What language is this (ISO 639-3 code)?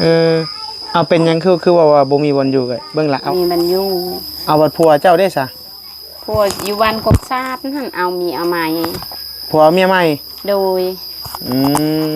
tts